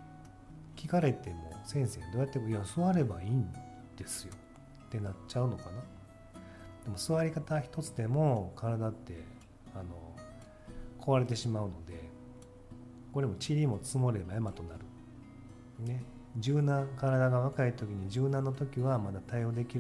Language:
Japanese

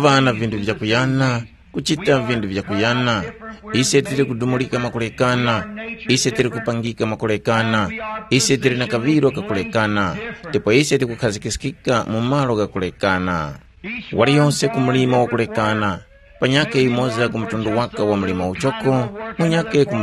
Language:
Tumbuka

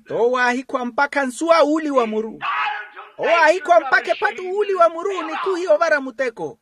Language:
Makhuwa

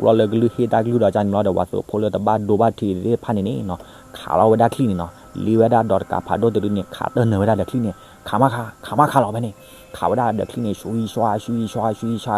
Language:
S'gaw Karen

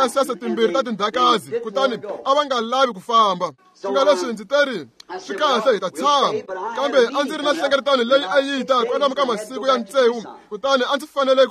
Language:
Tsonga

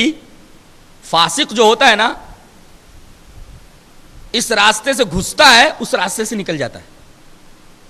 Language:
Urdu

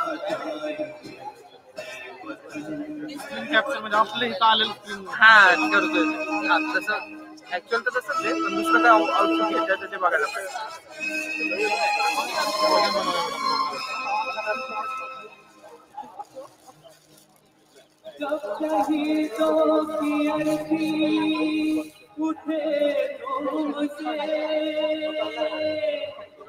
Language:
Marathi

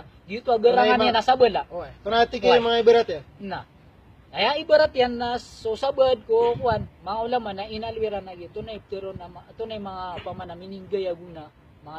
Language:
Maranao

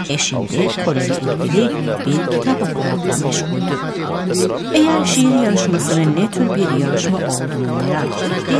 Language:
Turkish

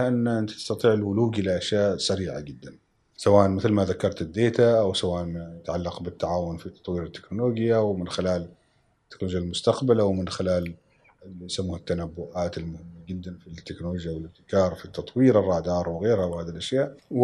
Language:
Gulf Arabic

